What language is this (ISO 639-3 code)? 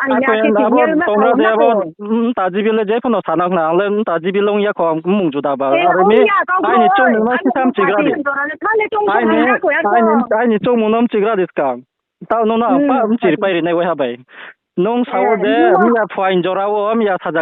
ria